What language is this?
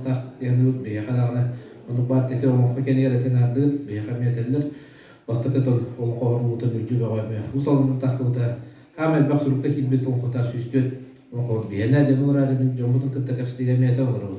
Yakut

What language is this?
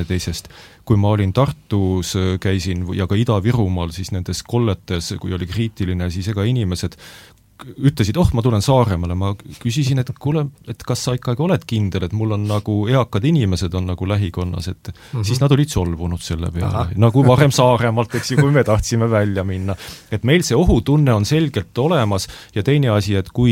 Estonian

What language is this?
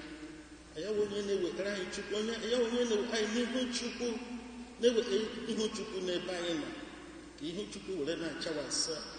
Igbo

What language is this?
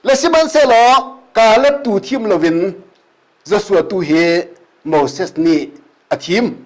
Hakha Chin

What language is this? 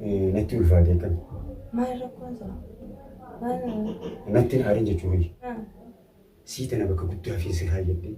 Oromo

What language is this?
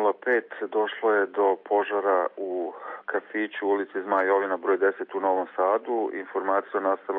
Serbian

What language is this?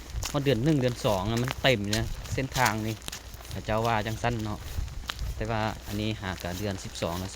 Lao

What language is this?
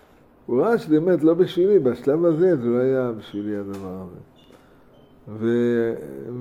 Hebrew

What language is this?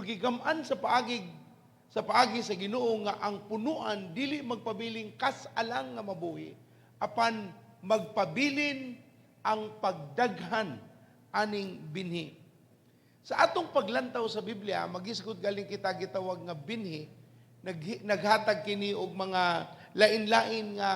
Cebuano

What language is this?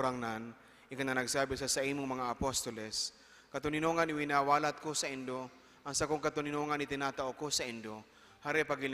Bikol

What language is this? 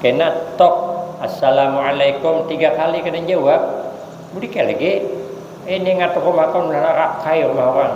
Banjar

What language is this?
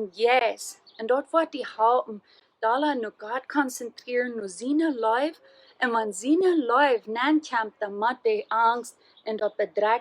Plautdietsch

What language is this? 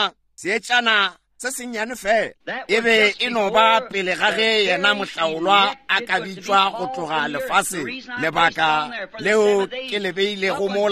Northern Sotho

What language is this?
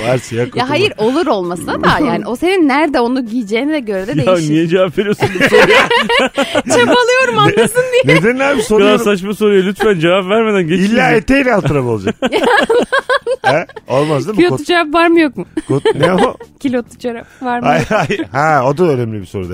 Turkish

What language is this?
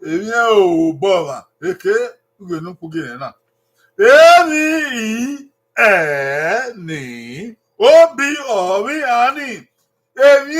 Bini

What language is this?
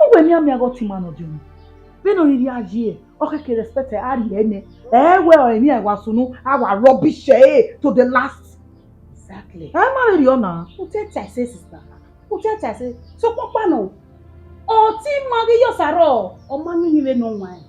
Bini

